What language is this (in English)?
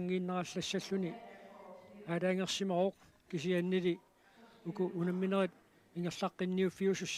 Kalaallisut